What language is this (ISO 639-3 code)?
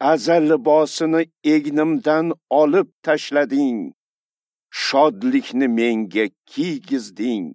uzb